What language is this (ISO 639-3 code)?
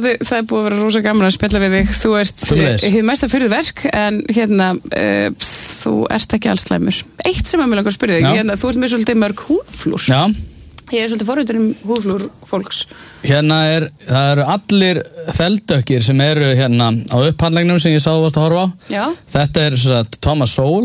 isl